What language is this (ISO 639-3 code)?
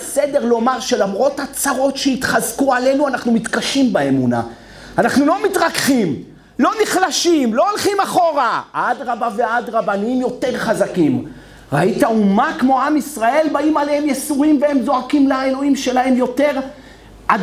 heb